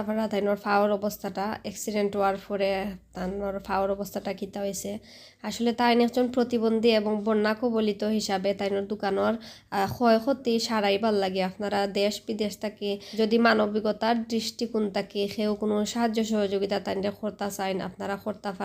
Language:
Sylheti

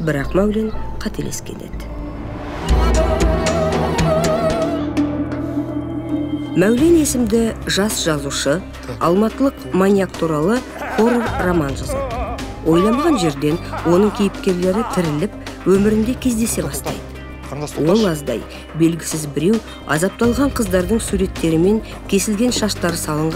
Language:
Kazakh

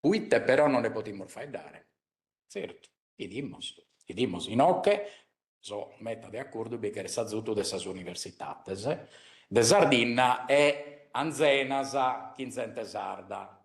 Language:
Sardinian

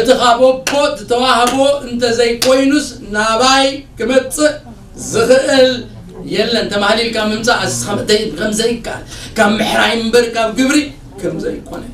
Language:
Tigrinya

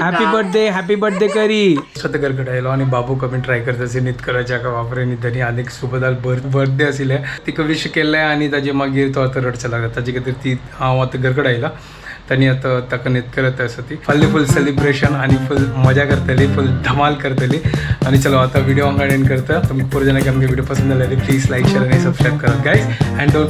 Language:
Konkani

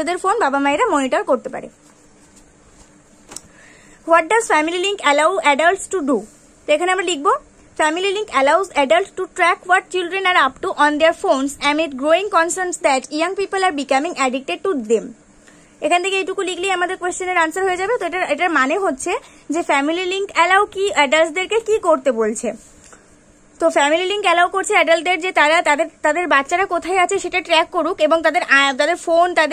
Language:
Bangla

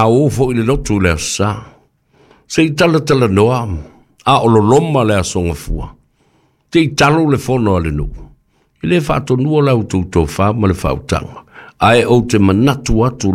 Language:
Samoan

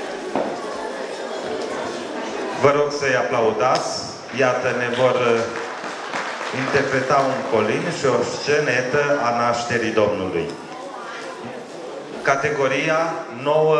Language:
Romanian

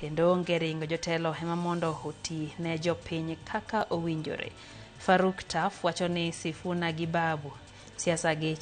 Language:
Luo (Kenya and Tanzania)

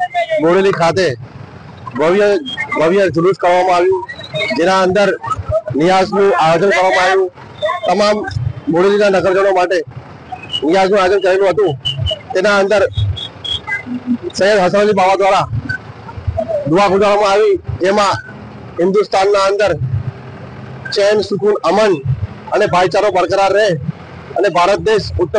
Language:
Gujarati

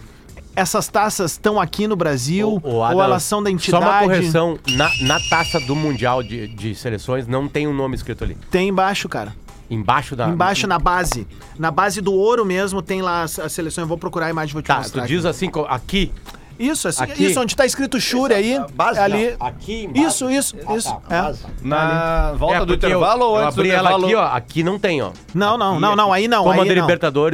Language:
Portuguese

